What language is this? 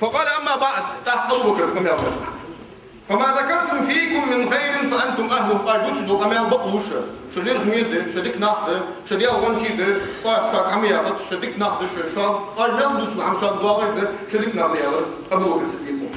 Ingush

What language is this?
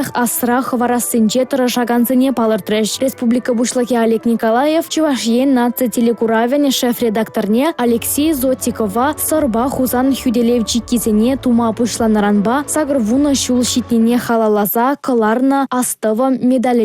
Chuvash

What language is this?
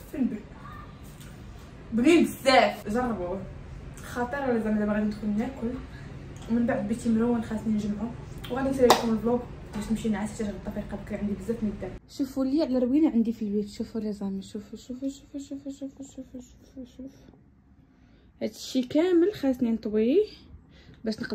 Moroccan Arabic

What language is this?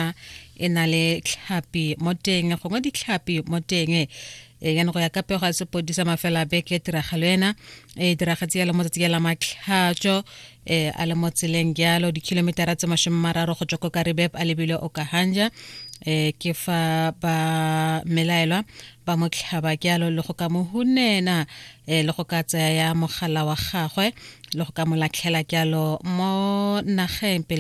Tswana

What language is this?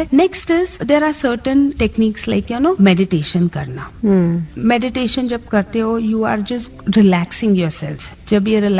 Hindi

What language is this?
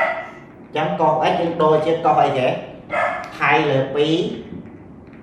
Khmer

